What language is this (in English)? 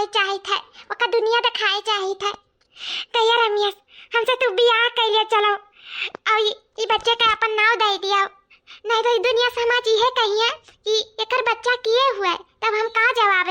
Awadhi